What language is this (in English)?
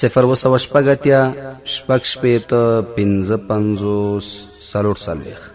Pashto